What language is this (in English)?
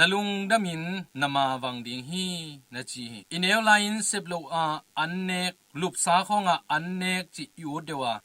Tedim Chin